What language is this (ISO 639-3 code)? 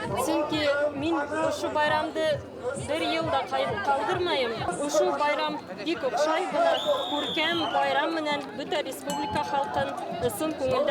bak